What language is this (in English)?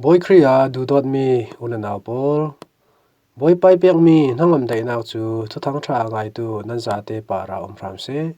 Falam Chin